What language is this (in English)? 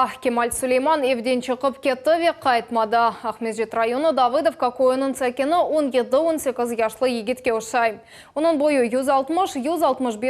Crimean Tatar